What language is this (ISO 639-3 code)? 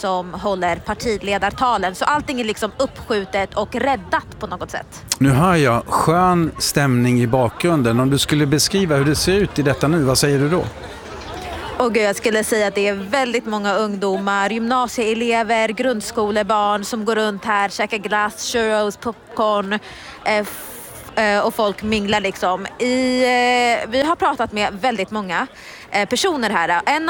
swe